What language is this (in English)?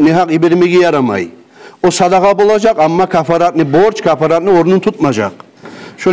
Kumyk